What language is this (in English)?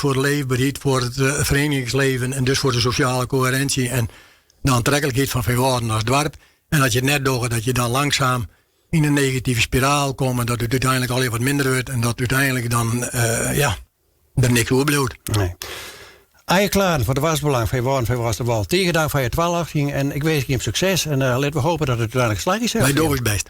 Western Frisian